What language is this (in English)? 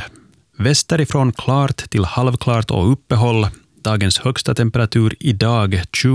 Swedish